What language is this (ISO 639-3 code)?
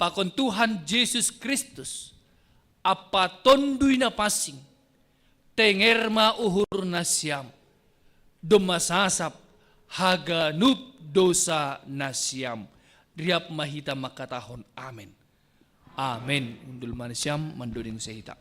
bts